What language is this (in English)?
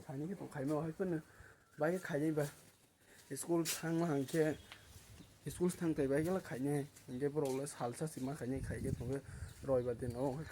Kok Borok